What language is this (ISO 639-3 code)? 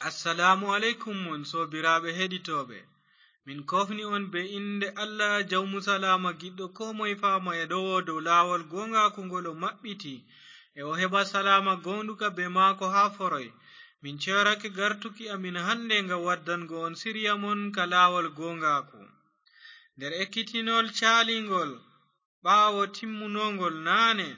ful